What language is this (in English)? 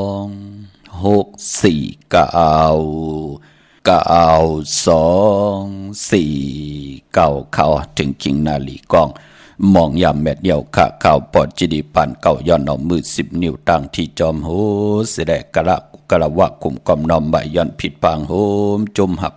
Shan